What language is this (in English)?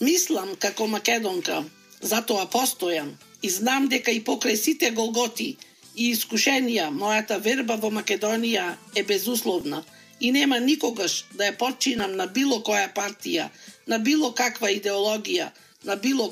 Macedonian